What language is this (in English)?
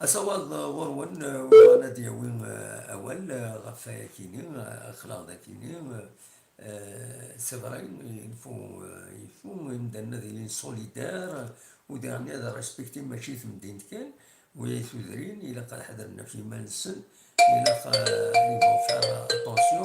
Kabyle